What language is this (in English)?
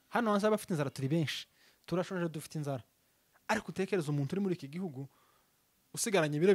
Rundi